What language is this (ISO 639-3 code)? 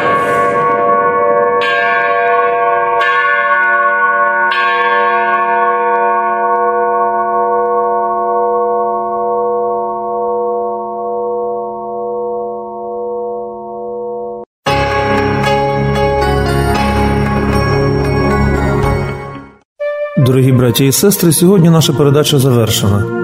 ukr